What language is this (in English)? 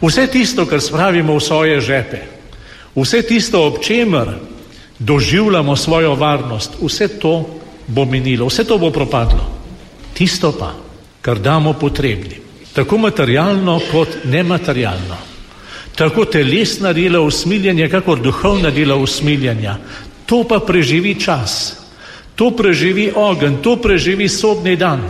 Slovenian